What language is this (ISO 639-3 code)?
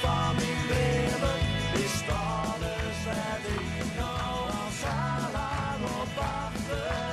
fry